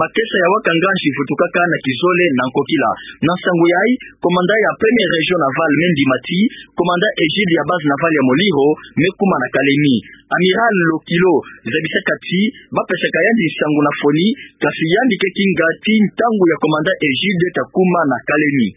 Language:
Kituba (Democratic Republic of Congo)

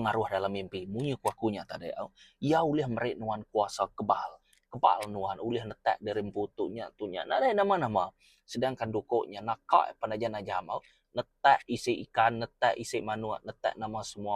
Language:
Iban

